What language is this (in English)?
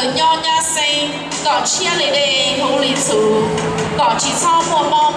Hmong